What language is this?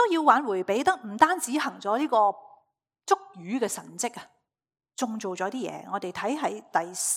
Cantonese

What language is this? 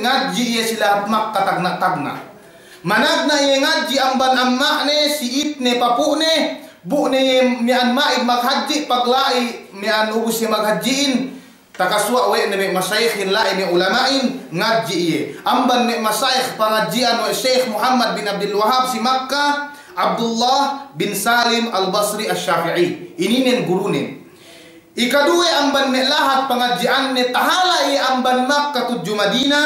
Yakan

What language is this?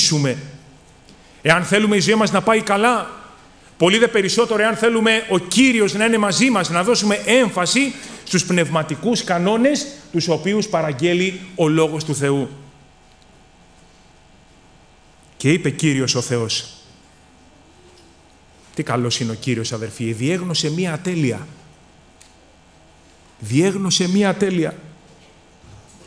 Greek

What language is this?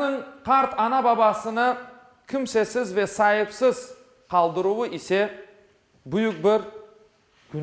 Crimean Tatar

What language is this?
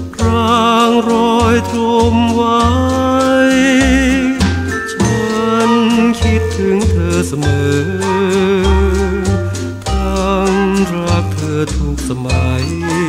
Thai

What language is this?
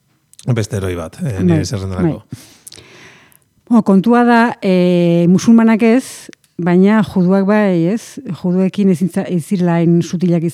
Basque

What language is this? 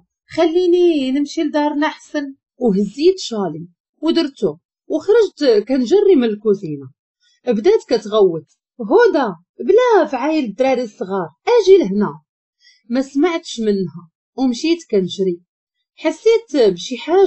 Moroccan Arabic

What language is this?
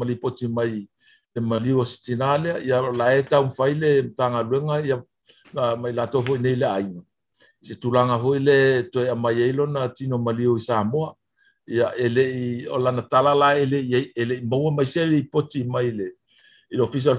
Samoan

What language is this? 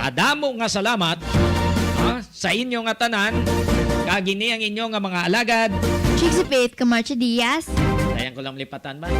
Hiligaynon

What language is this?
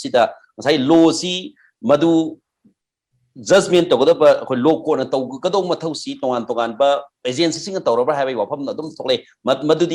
Manipuri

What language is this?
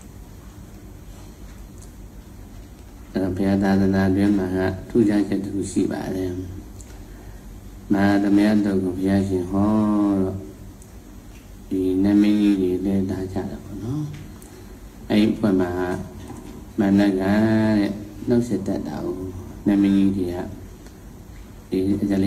Burmese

